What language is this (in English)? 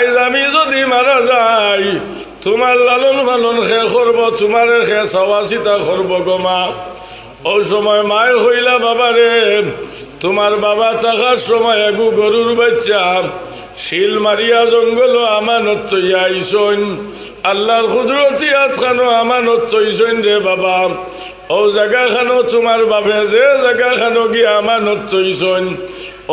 Sylheti